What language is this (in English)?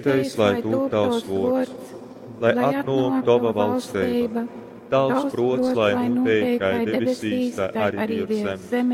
Latgalian